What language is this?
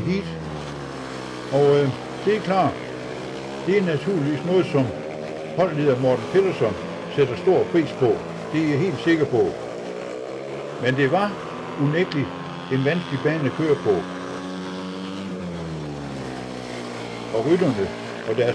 Danish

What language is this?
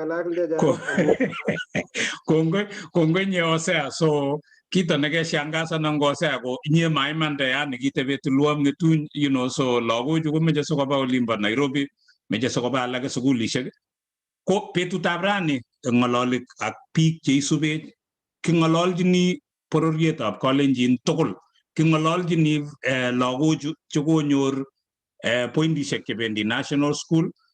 Kalenjin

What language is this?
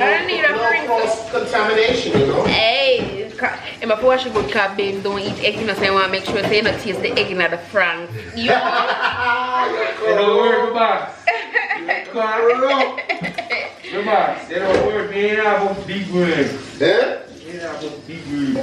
Jamaican Creole English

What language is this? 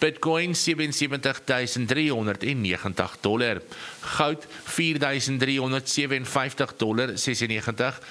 Afrikaans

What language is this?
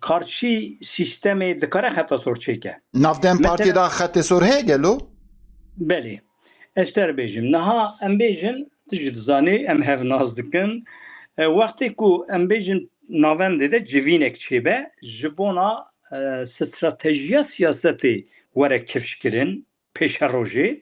Kurdish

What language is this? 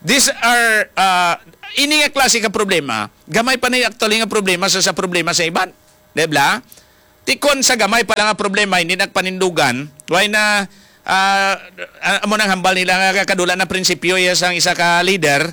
Hiligaynon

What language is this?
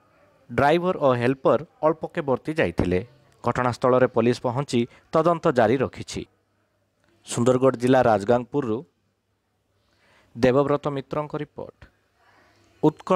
Odia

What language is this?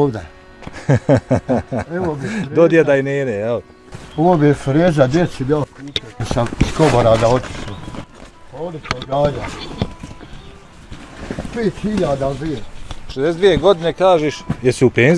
Bosnian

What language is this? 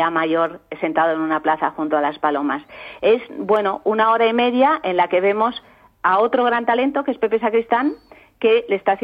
Spanish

